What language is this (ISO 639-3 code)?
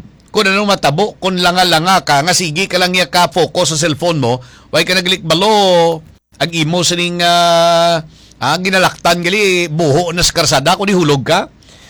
hil